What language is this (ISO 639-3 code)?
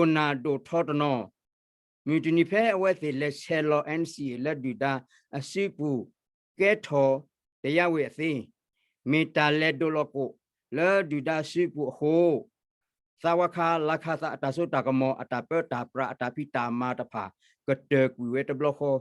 ksw